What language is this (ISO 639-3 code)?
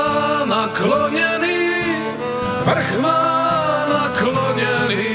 slk